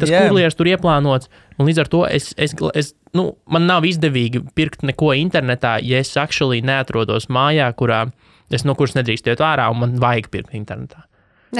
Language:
Latvian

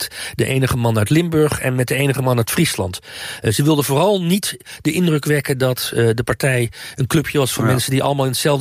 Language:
Dutch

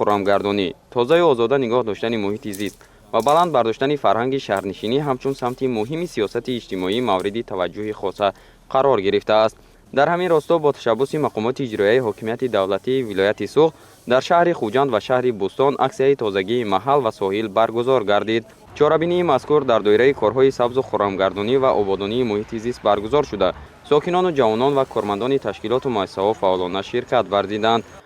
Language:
Tajik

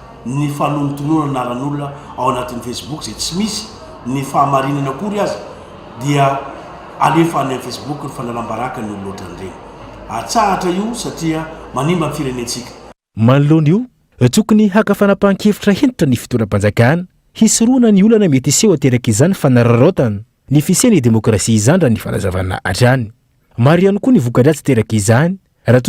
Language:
Malagasy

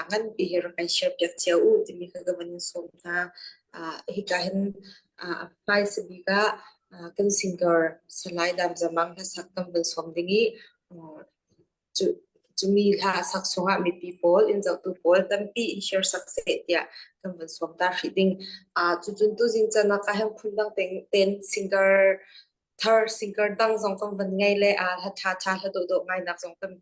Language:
Falam Chin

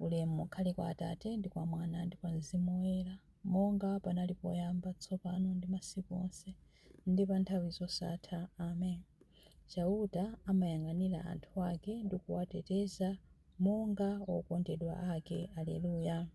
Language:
Nyanja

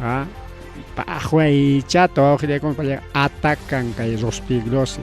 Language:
Ayacucho Quechua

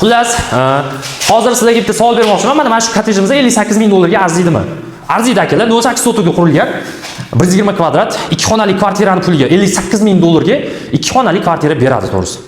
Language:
Uzbek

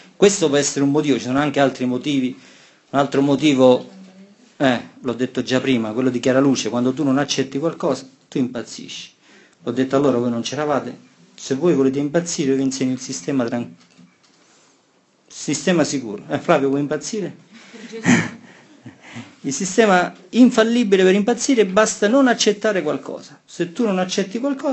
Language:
Italian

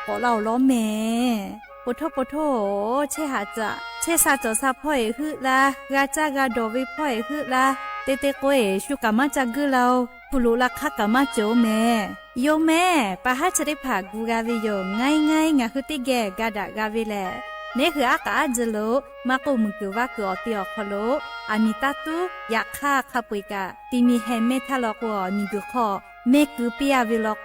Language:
Lahu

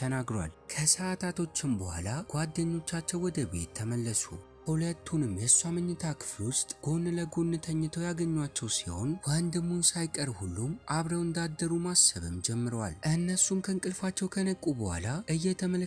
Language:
Amharic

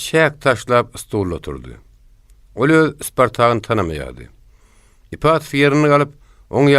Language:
Turkmen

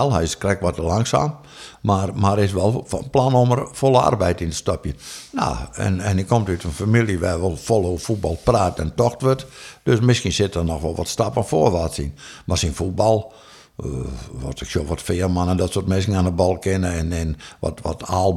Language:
Western Frisian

